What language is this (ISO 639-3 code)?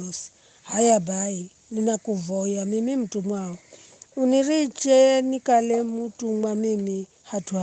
nyf